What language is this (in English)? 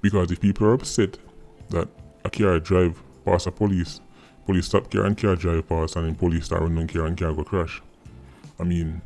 Jamaican Creole English